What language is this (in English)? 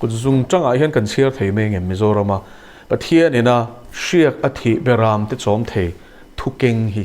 Mizo